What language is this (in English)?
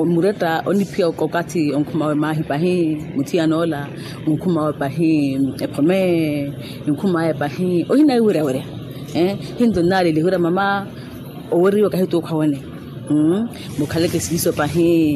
Makhuwa